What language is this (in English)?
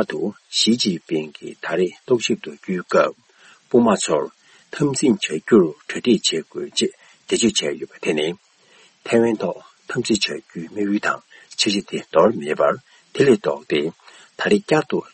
Tibetan